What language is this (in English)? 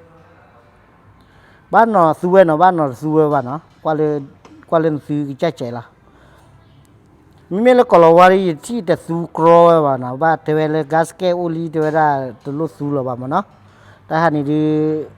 S'gaw Karen